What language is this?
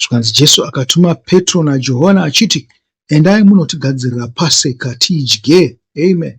Shona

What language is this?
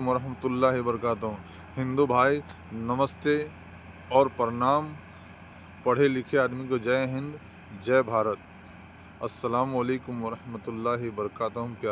Maithili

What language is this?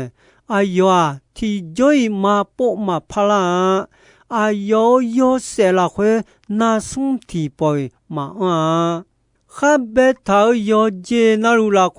Akha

